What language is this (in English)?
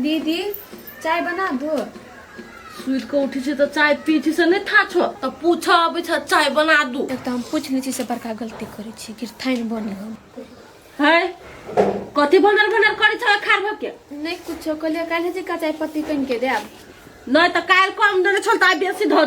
Maithili